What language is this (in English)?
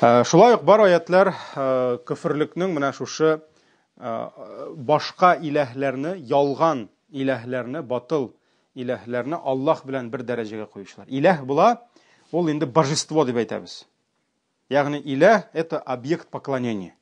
Tatar